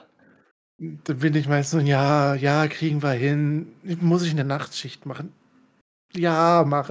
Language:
German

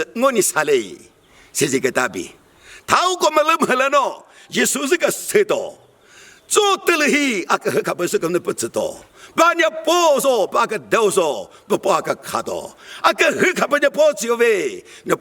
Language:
Chokri Naga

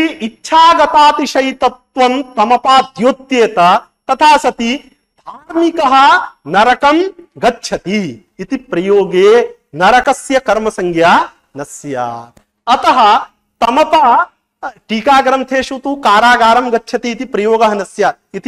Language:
Sanskrit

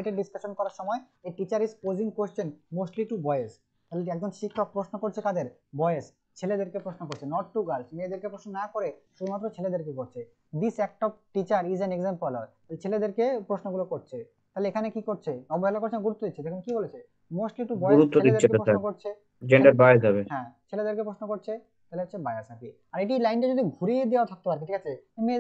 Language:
Bangla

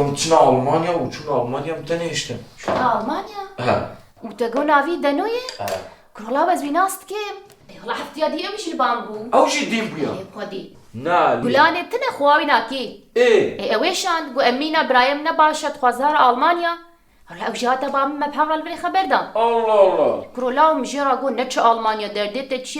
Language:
Kurdish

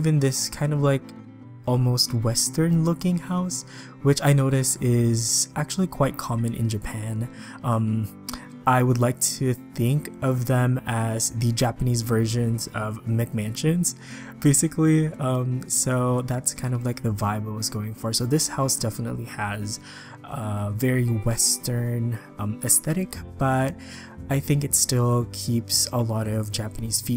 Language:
English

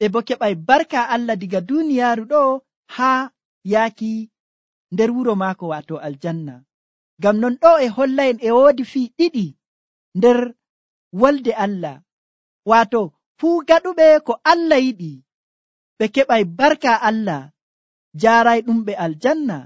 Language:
Nigerian Fulfulde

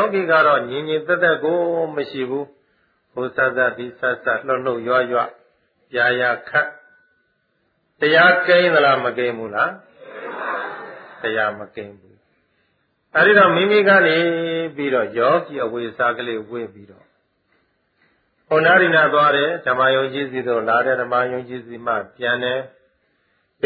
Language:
Burmese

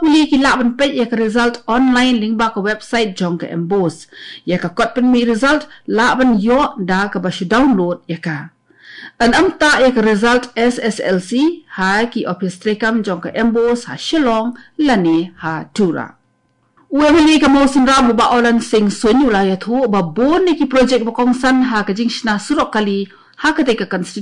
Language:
Khasi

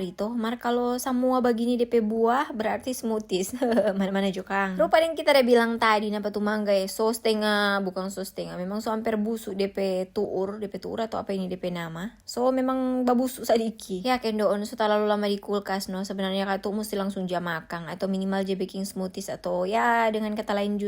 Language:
Manado Malay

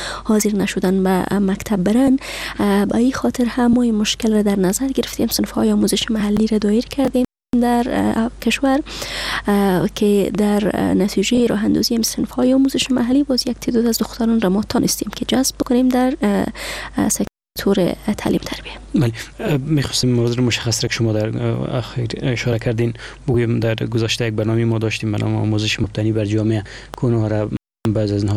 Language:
Persian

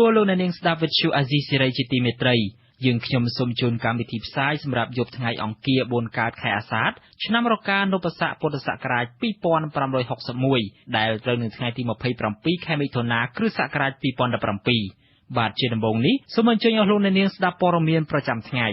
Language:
Khmer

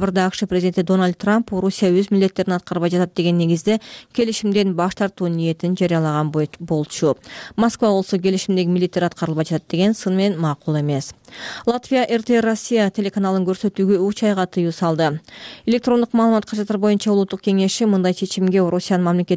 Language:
Kyrgyz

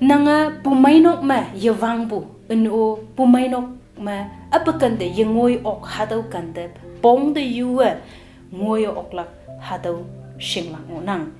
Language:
Konyak Naga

